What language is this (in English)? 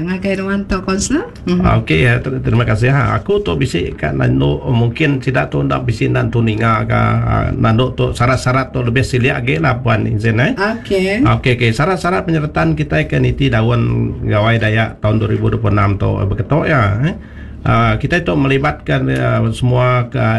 Iban